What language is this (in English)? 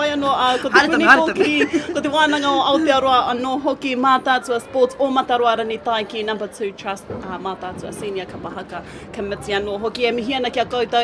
Māori